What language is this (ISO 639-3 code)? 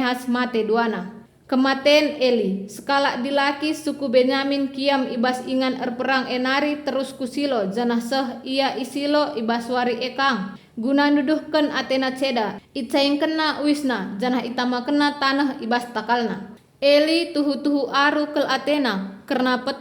btx